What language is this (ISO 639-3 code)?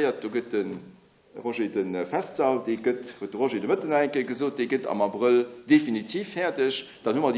ltz